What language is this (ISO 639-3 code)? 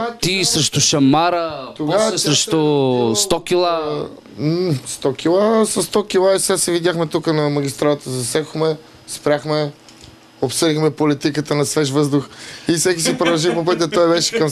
bul